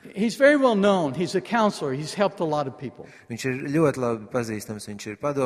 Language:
Latvian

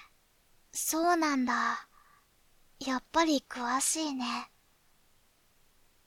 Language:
Japanese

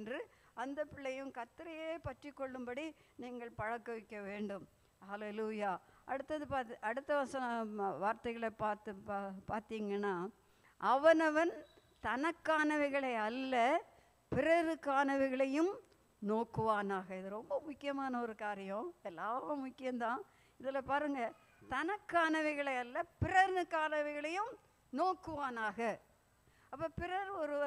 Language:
Tamil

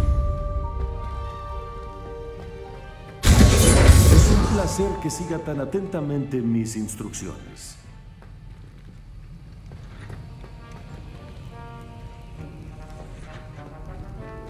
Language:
Spanish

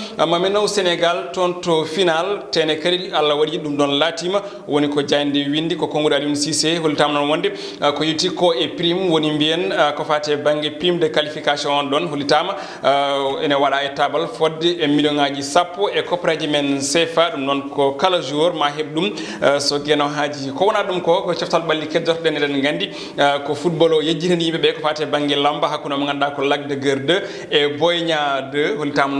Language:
Fula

